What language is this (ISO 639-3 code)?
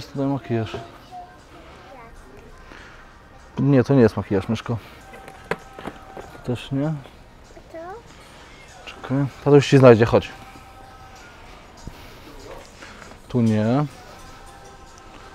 pol